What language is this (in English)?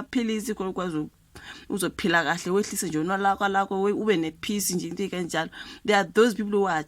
Zulu